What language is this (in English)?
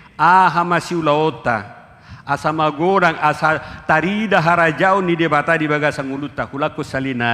Batak Toba